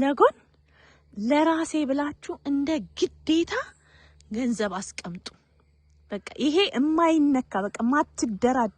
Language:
Amharic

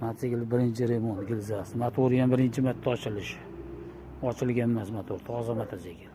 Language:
Uzbek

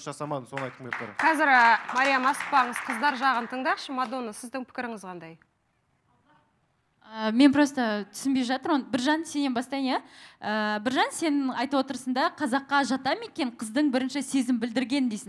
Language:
Kazakh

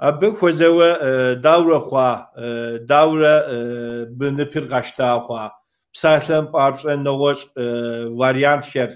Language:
Kabardian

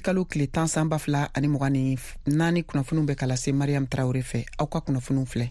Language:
Bambara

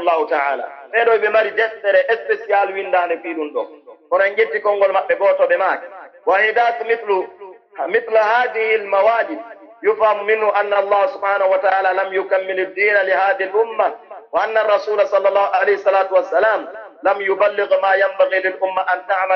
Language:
Pular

